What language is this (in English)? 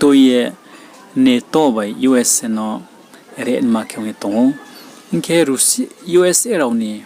Riang (India)